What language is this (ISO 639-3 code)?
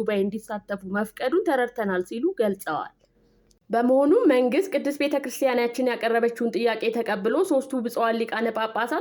amh